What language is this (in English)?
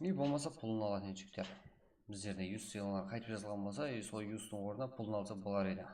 Kara-Kalpak